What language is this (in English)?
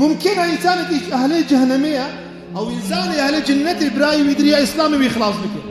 Kurdish